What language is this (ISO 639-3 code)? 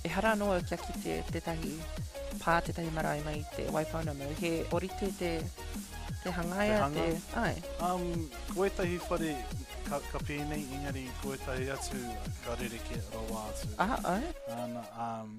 mri